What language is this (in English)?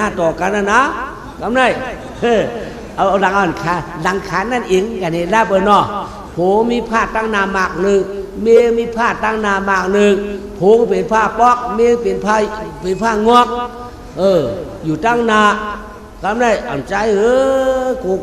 Shan